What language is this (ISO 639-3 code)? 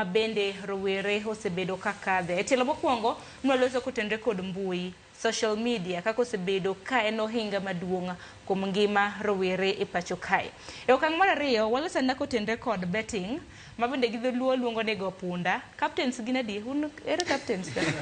luo